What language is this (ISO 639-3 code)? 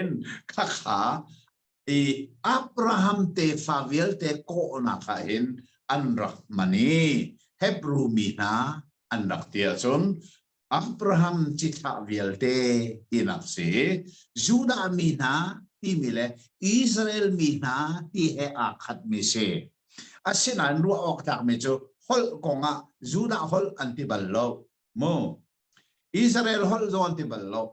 cnh